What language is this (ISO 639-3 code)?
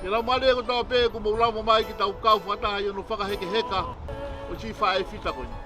ton